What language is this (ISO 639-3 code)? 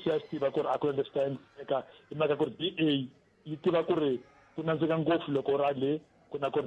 tso